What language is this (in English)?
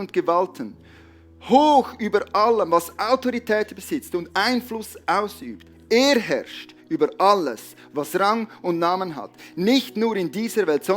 Swiss German